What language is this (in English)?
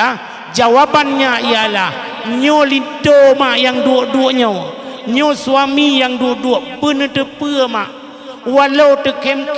Achinese